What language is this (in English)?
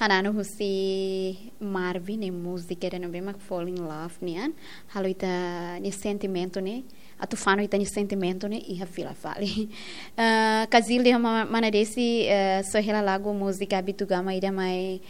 Tetum